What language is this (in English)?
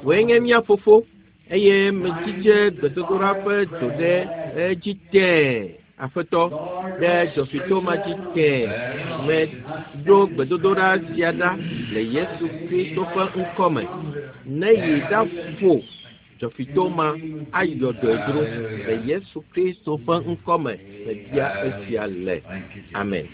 Ewe